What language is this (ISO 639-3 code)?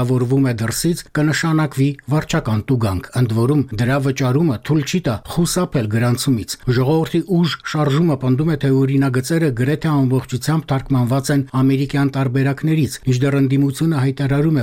hye